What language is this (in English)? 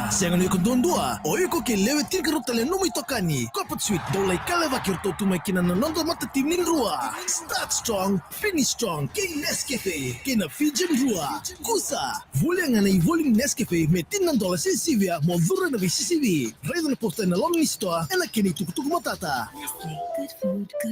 Fijian